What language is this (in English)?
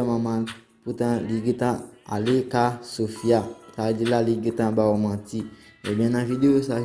Haitian Creole